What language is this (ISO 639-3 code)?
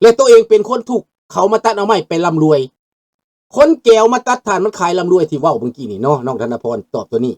lao